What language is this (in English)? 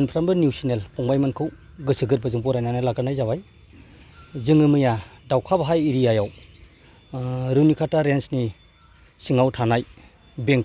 Bodo